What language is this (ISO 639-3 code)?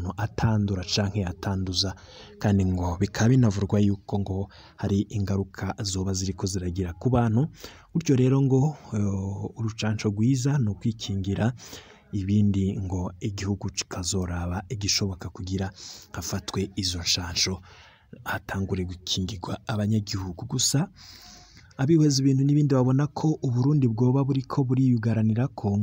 run